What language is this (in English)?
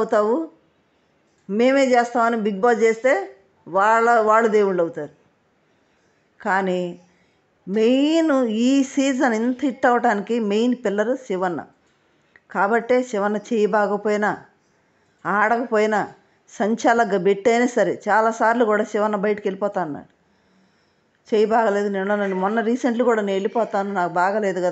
Telugu